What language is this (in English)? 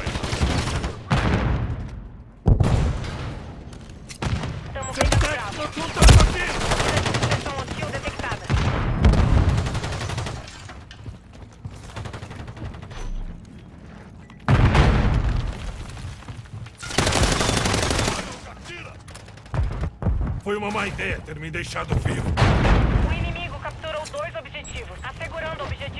Portuguese